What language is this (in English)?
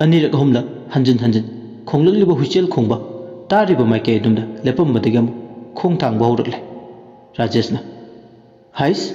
Manipuri